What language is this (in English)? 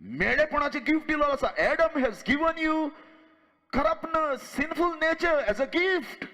Konkani